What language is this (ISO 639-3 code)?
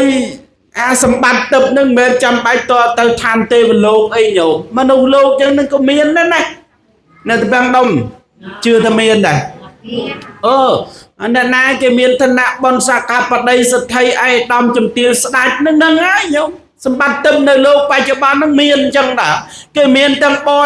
khm